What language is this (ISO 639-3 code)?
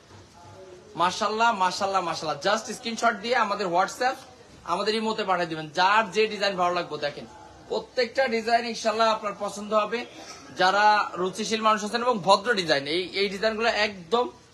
ben